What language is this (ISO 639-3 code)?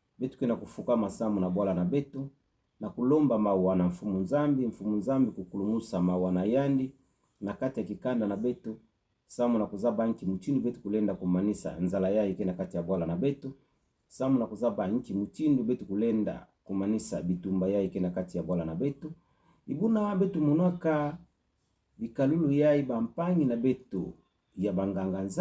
ktu